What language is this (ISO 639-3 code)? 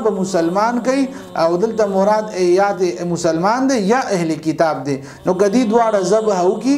pus